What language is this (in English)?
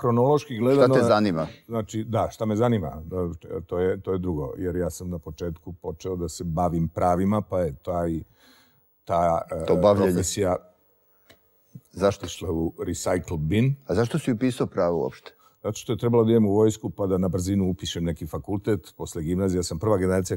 Serbian